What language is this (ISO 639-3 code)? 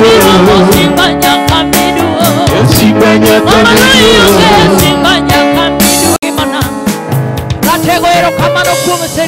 luo